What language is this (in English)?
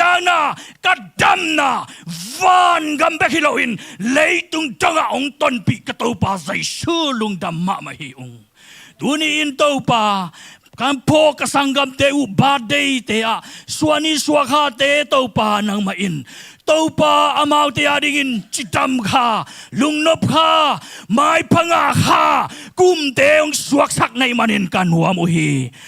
Tedim Chin